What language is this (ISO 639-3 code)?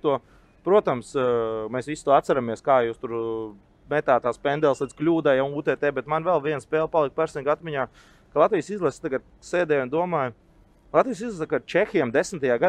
lav